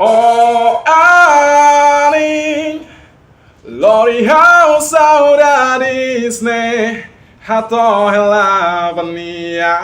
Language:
Tetum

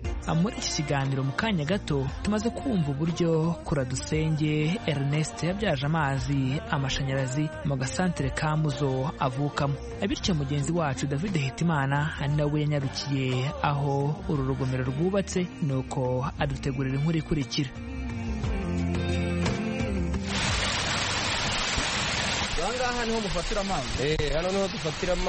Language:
Kinyarwanda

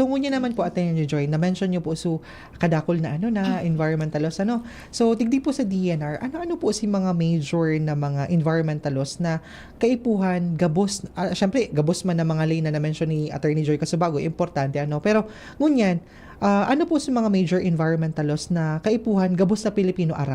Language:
Bikol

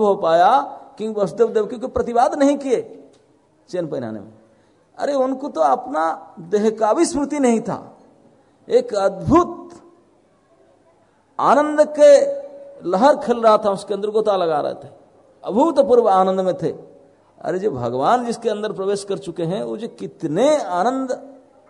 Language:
Hindi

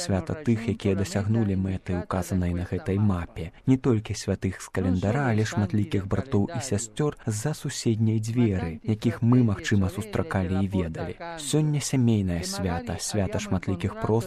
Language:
Belarusian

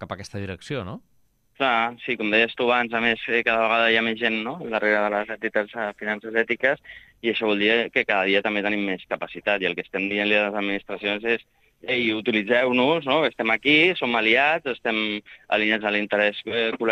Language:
Catalan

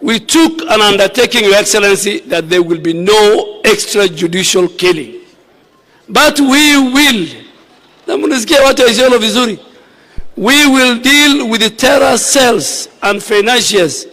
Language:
Gusii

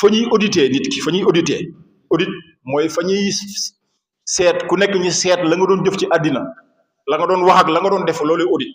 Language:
Wolof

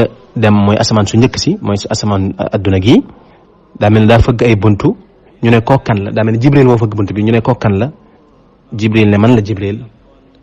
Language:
Wolof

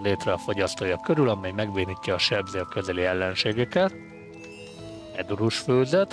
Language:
Hungarian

